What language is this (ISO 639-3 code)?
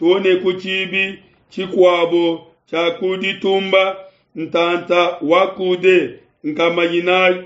lua